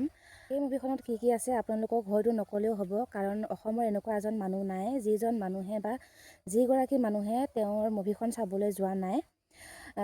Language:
Assamese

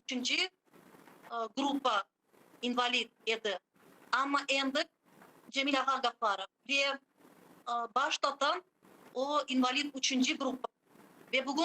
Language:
Crimean Tatar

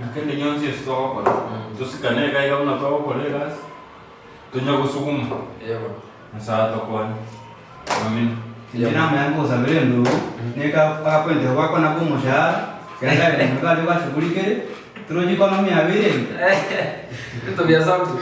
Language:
Gusii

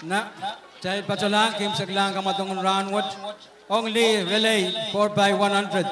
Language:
Pohnpeian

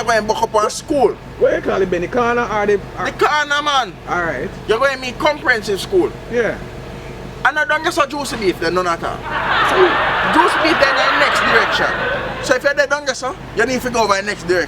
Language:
Jamaican Creole English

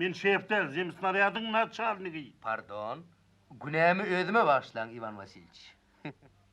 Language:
Turkmen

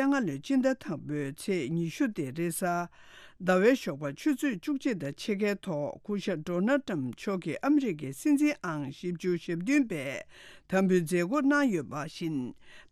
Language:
Tibetan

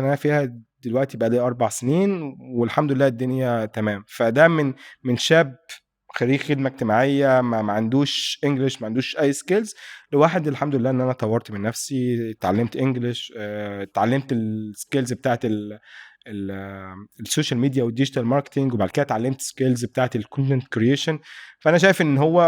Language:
Egyptian Arabic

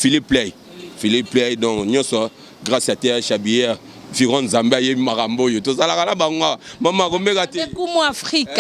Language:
Lingala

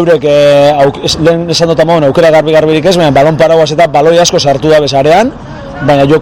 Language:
Basque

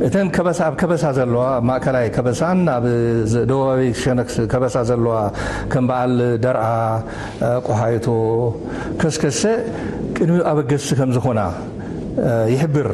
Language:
Tigrinya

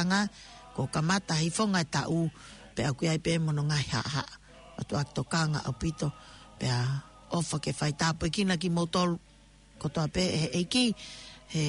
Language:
Tongan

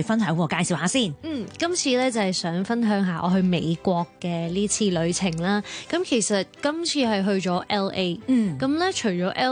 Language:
Cantonese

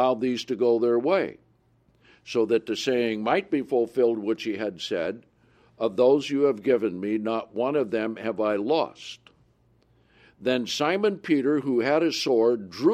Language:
English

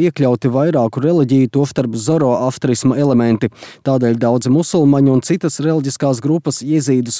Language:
Latvian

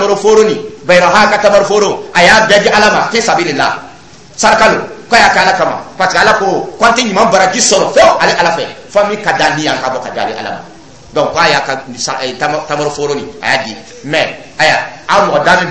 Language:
Dyula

